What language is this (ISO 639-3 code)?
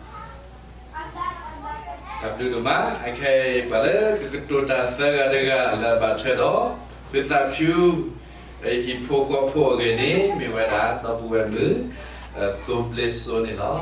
ksw